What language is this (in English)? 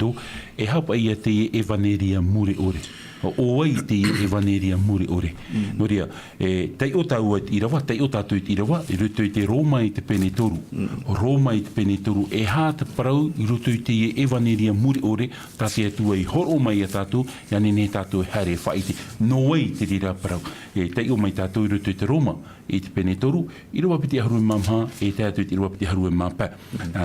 Tahitian